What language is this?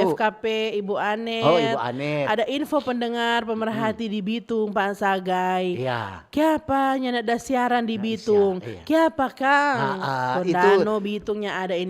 Manado Malay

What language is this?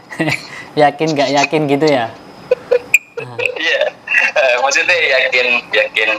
Indonesian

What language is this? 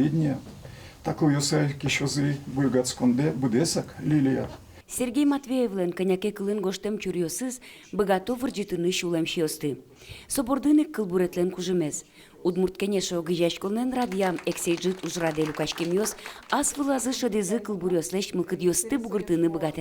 Udmurt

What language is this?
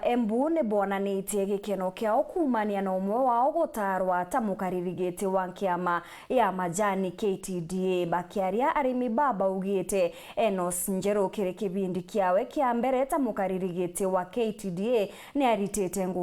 Meru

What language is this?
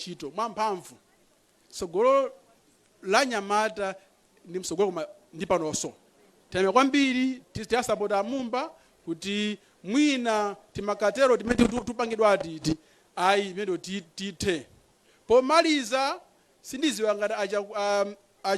Nyanja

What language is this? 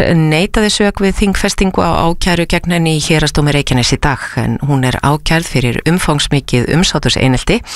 Icelandic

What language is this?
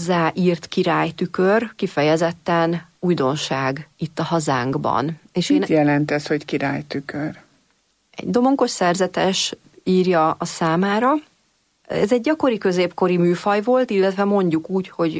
Hungarian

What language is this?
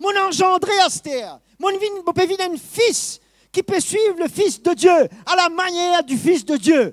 Morisyen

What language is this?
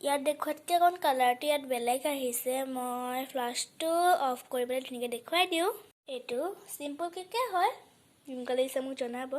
Assamese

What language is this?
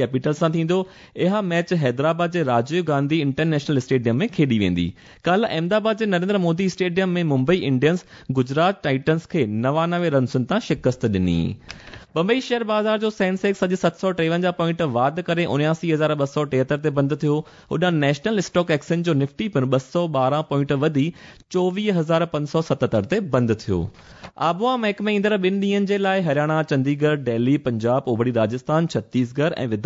Sindhi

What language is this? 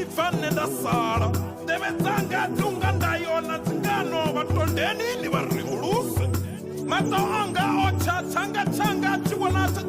Venda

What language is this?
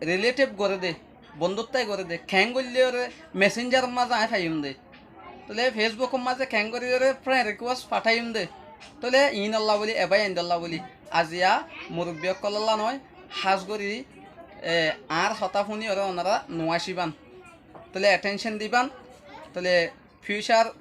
Rohingya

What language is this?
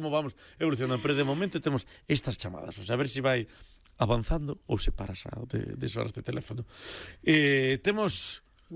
Galician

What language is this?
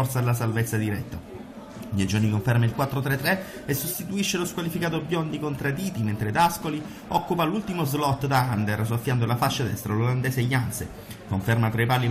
Italian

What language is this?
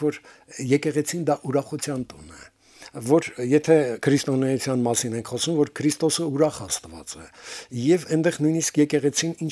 Armenian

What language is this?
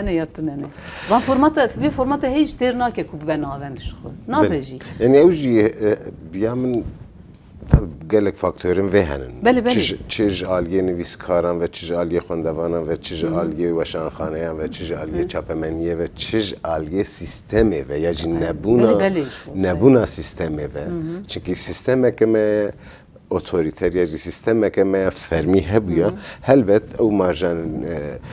Kurdish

